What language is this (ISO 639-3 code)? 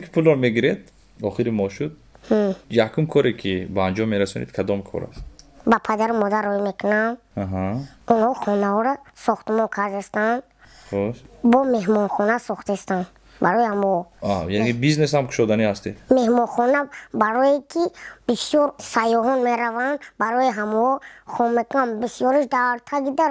tgk